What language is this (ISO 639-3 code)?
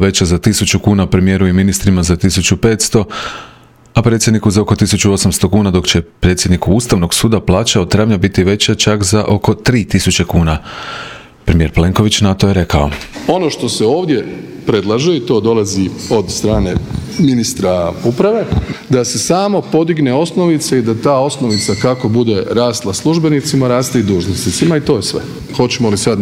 hrv